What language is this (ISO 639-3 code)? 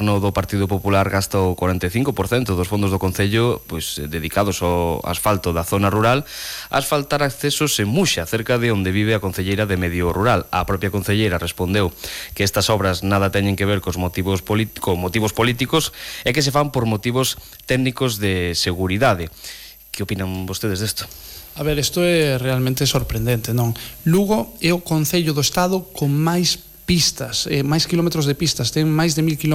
glg